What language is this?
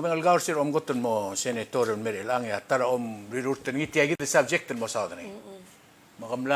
Palauan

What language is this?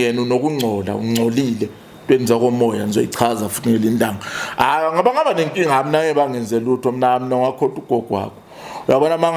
Zulu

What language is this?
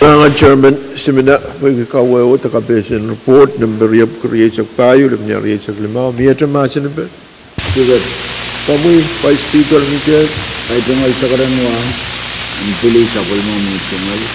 Pohnpeian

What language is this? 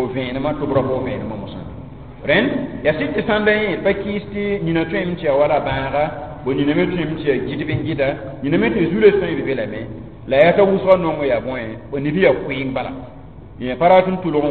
Mossi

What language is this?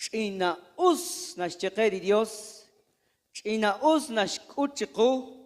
Kekchí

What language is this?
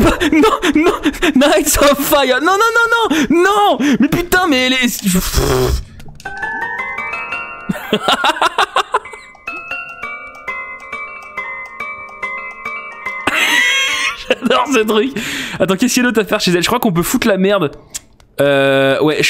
French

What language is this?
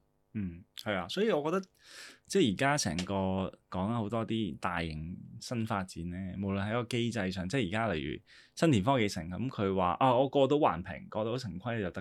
Cantonese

